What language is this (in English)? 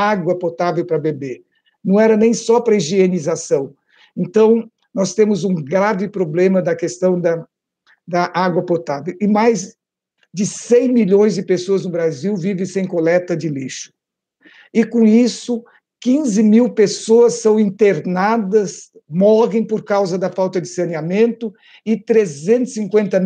Portuguese